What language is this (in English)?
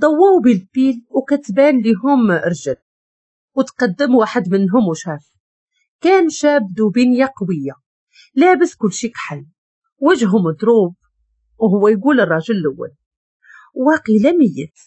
Moroccan Arabic